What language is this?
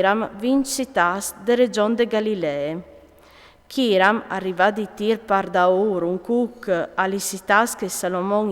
Friulian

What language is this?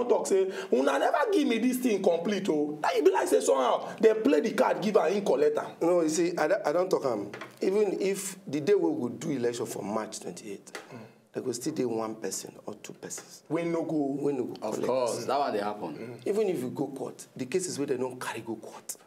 Nigerian Pidgin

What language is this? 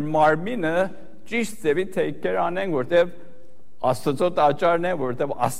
Armenian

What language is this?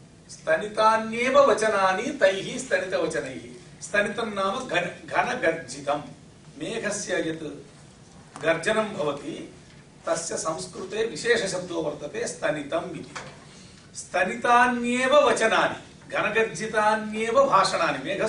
Sanskrit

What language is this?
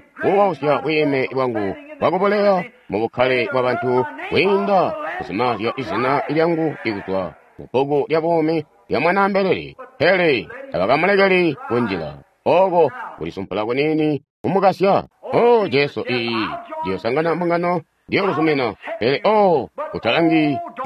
Tonga (Zambia)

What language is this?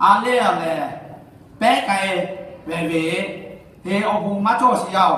Lahu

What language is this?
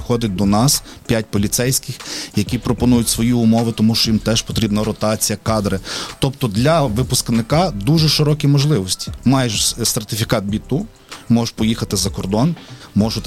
Ukrainian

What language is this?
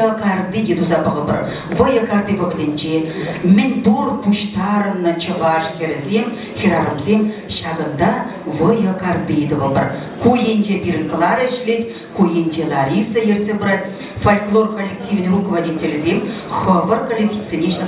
Chuvash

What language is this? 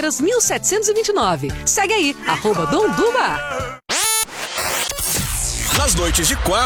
Portuguese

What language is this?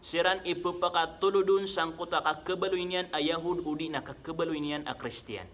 Maranao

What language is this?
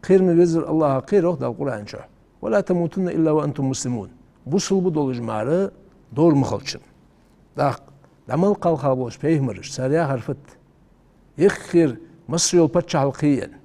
Ingush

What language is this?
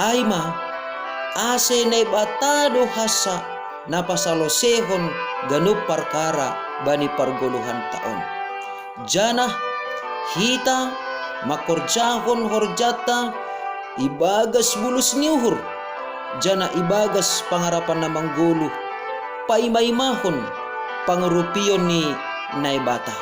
Batak Simalungun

